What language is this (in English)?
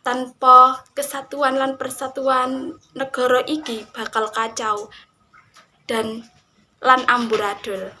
Javanese